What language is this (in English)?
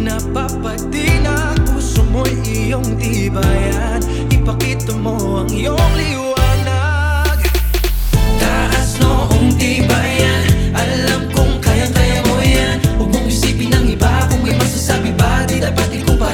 Filipino